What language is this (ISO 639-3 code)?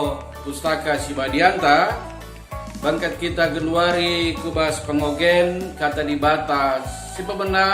btx